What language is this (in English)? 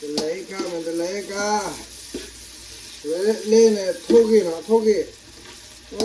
S'gaw Karen